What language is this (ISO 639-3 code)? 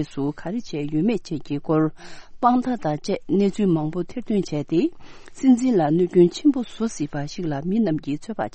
bod